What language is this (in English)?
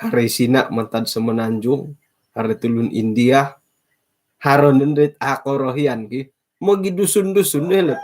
Central Dusun